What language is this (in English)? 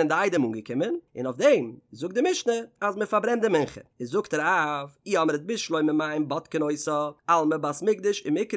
Yiddish